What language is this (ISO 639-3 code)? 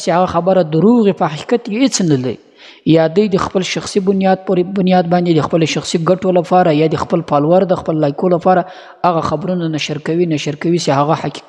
pus